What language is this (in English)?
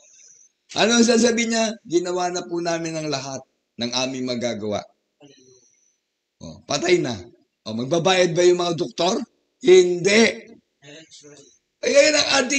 Filipino